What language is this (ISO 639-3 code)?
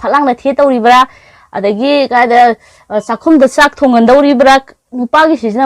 mni